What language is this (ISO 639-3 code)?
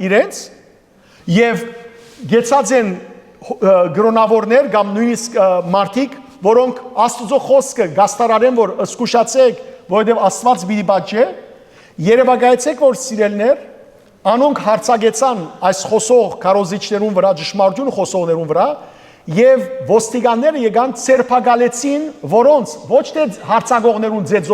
hyw